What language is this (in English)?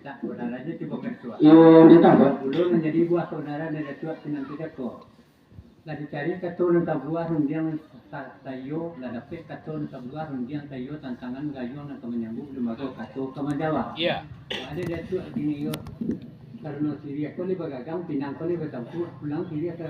Minangkabau